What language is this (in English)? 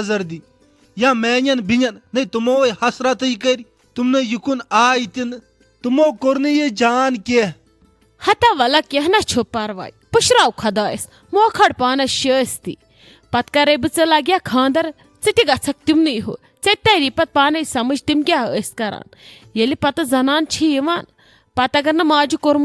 Kashmiri